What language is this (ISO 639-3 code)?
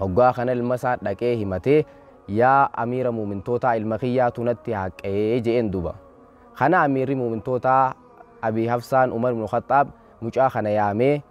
orm